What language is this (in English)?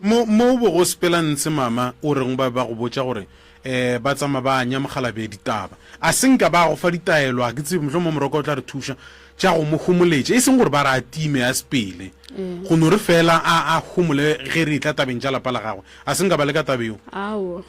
Northern Sotho